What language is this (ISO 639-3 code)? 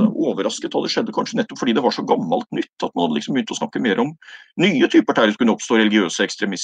nor